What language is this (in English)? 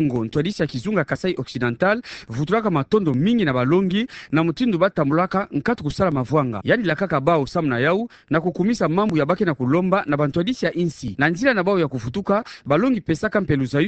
Kituba (Democratic Republic of Congo)